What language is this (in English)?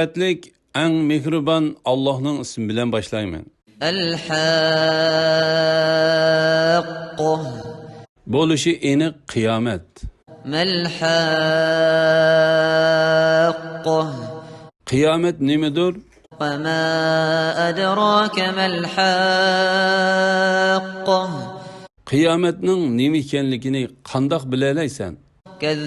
Uyghur